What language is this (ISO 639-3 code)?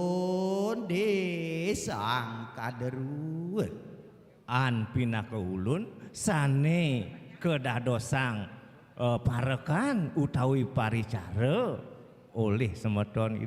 ban